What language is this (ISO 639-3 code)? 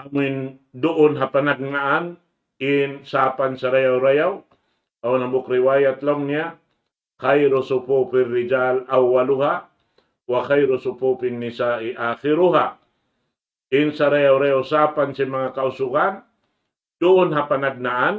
tsg